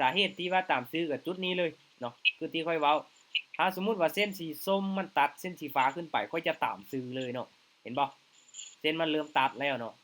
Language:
Lao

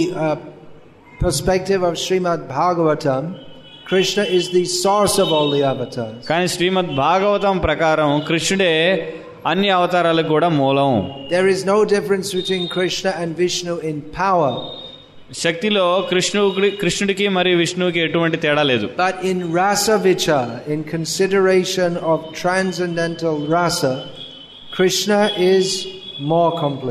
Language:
Telugu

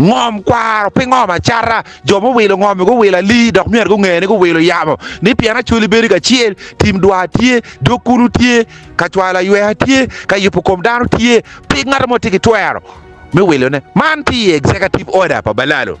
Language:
Acoli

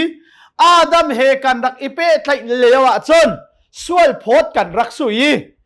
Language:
Hakha Chin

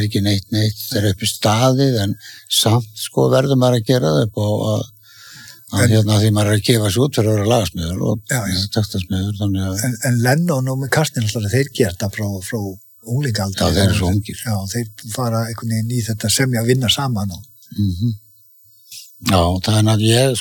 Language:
Icelandic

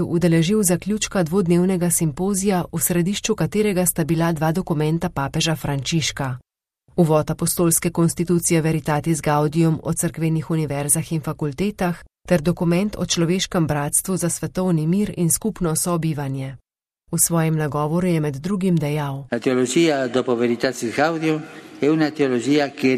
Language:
Slovenian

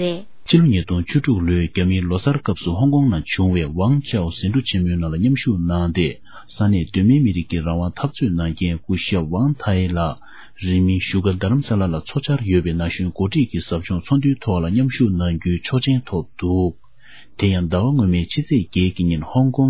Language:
Tibetan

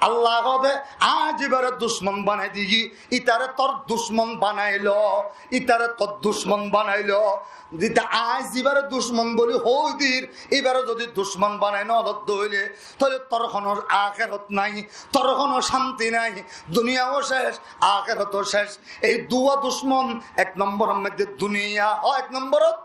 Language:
Rohingya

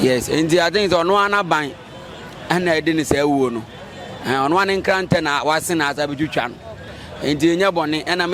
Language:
Akan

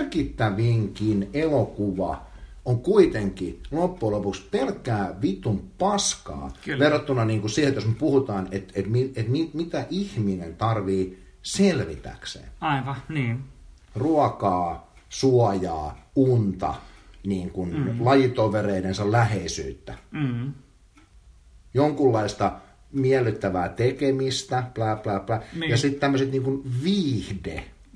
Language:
Finnish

